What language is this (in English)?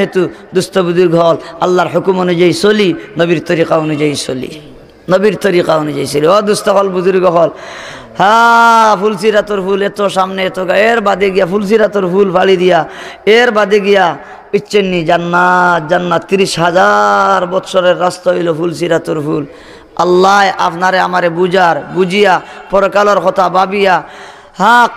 Sylheti